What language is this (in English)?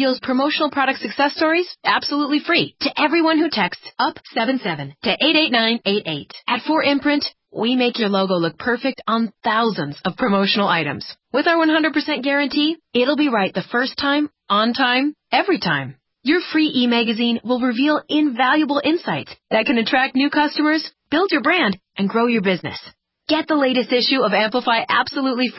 English